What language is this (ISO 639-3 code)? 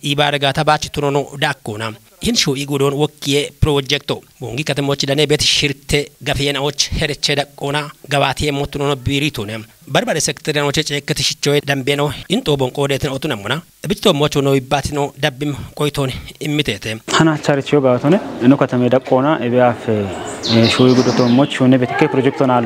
kbr